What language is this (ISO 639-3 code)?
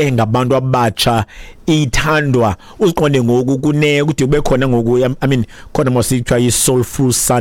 xho